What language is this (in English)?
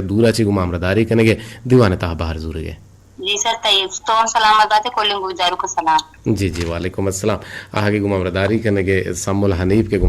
Eastern Balochi